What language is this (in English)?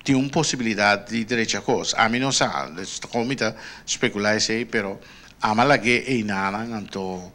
Papiamento